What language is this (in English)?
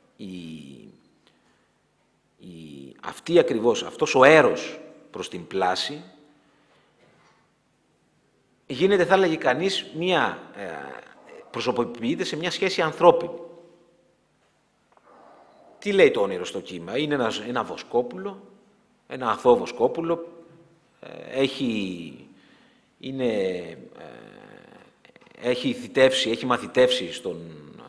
Greek